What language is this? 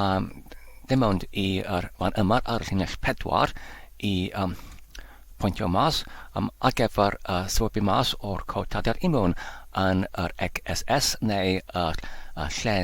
Welsh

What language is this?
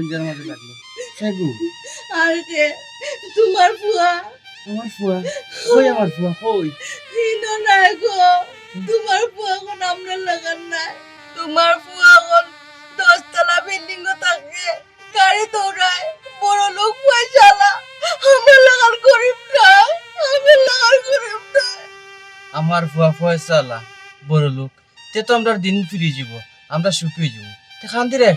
Sylheti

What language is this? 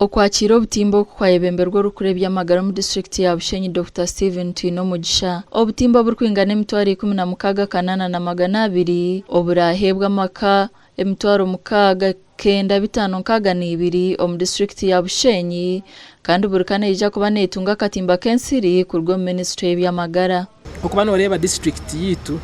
Nyankole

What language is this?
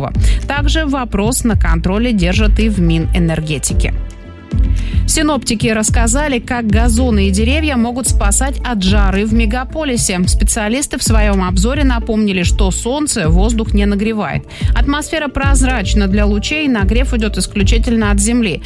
Russian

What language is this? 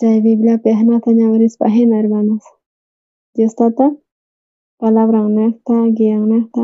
South Bolivian Quechua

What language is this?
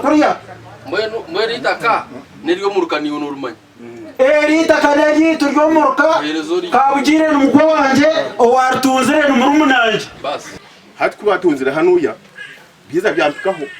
Nyankole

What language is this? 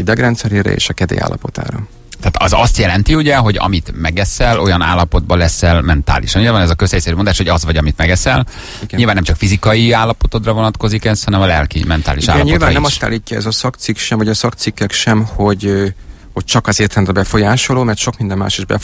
Hungarian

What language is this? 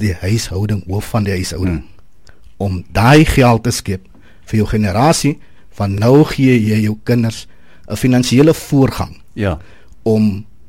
Afrikaans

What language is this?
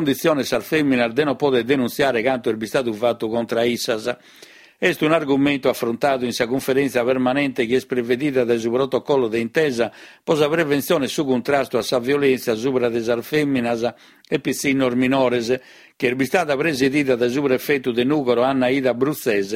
Sardinian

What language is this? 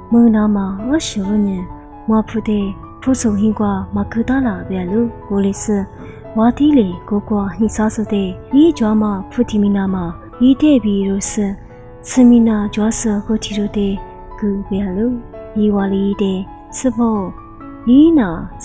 Lisu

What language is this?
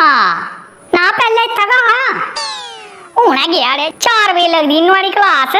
Dogri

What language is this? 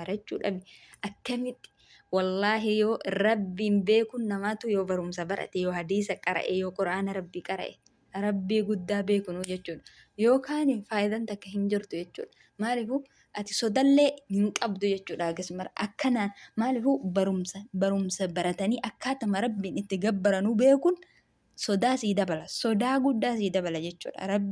Oromo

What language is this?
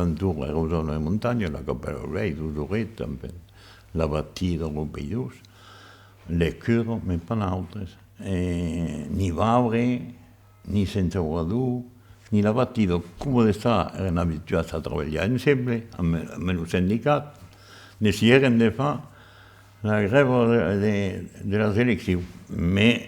Occitan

